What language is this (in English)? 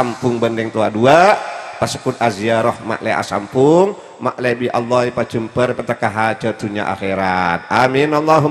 Madurese